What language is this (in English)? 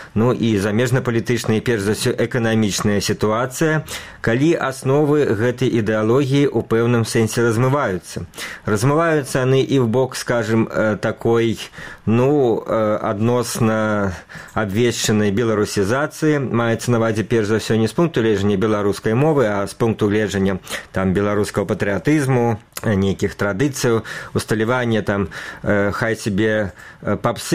Belarusian